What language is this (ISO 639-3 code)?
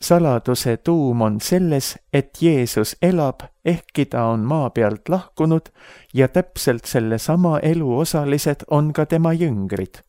est